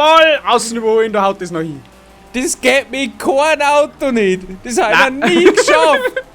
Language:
Bavarian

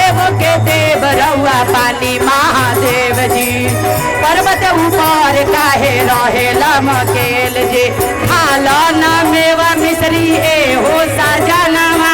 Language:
Magahi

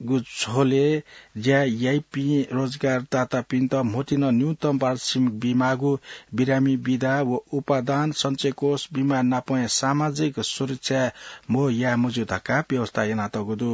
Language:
Newari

